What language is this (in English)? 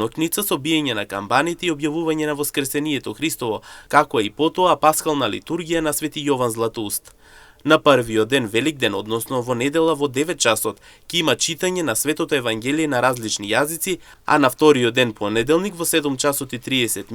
Macedonian